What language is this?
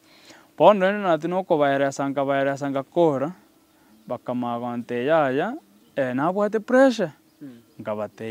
Gusii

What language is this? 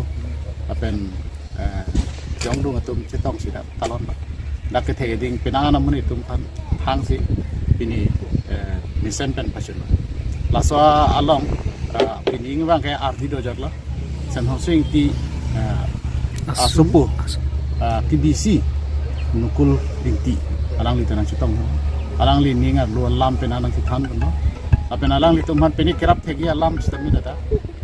Karbi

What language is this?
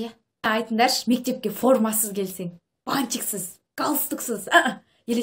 Kazakh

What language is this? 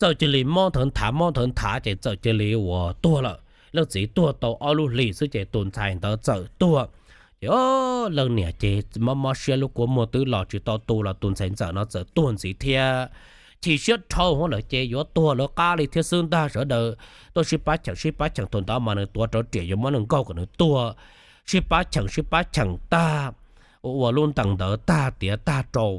Hmong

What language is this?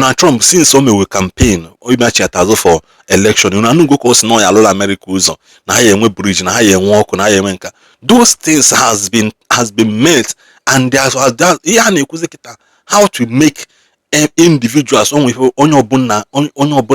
Igbo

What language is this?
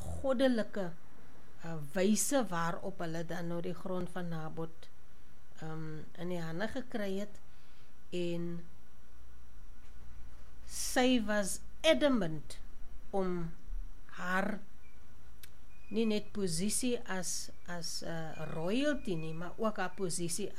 Afrikaans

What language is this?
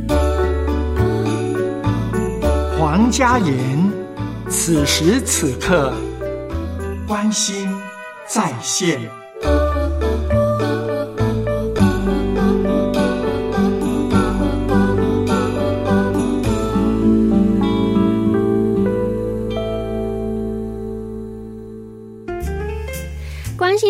Chinese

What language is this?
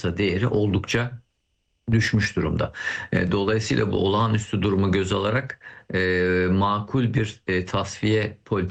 Turkish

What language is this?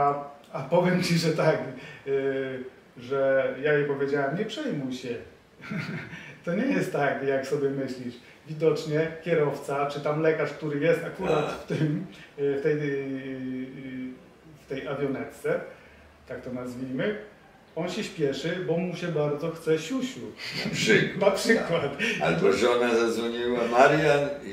Polish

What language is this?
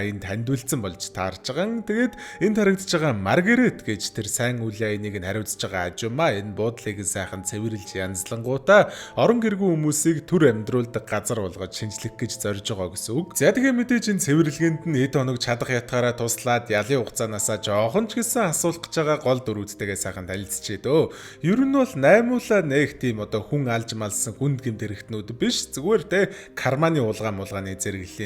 Mongolian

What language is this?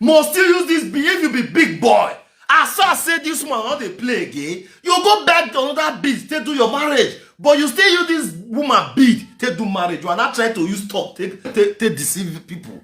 Nigerian Pidgin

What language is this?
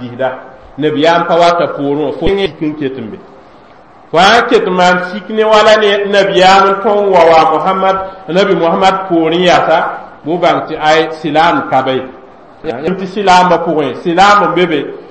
Mossi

